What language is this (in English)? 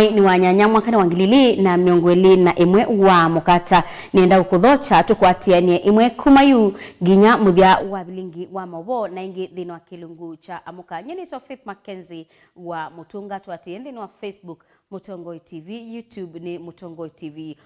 Kamba